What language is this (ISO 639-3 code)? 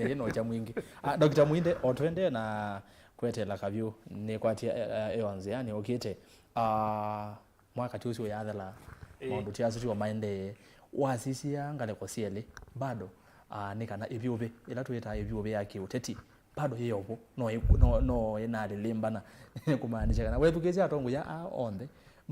kam